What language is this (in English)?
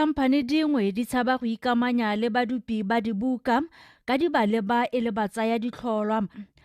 Tswana